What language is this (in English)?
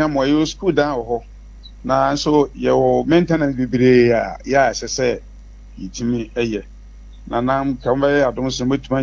Akan